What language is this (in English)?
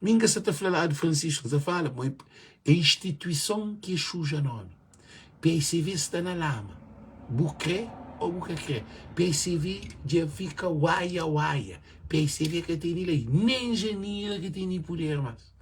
Kabuverdianu